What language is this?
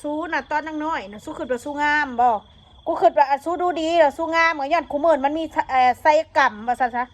Northeastern Thai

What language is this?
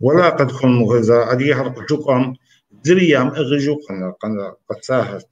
Kabardian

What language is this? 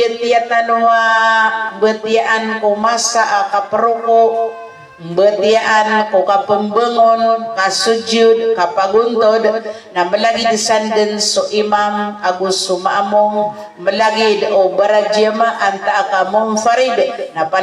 Maranao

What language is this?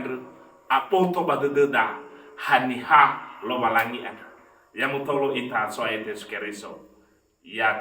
Nias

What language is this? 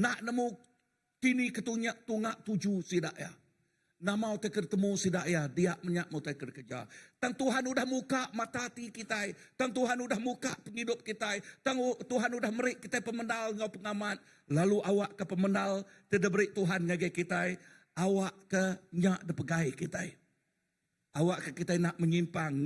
Iban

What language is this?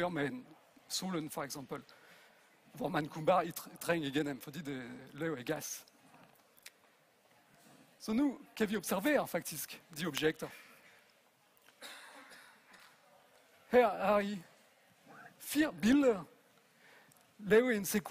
Danish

